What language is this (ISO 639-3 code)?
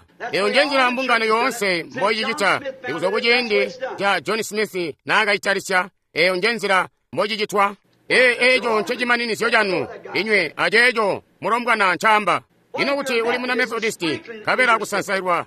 toi